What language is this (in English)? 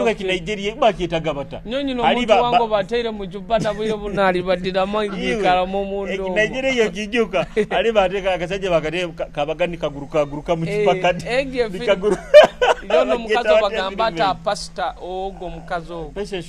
Nyoro